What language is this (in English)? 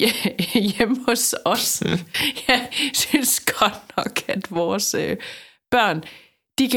Danish